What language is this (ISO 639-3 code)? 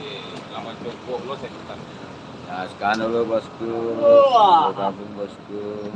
min